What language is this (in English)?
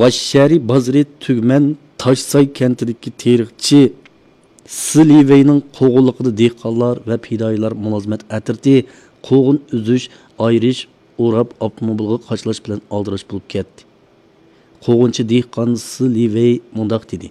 Uyghur